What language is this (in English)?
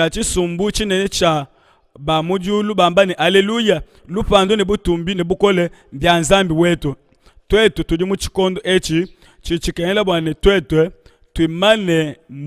Luba-Lulua